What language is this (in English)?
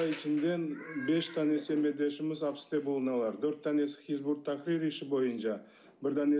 Crimean Tatar